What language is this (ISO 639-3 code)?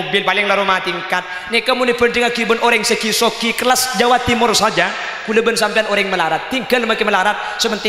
mad